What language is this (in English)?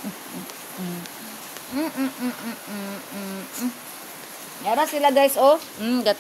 Cebuano